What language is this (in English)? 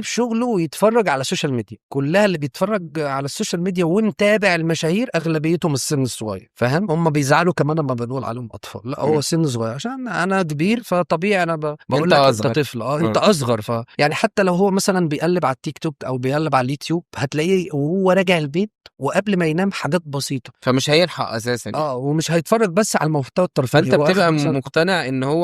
Egyptian Arabic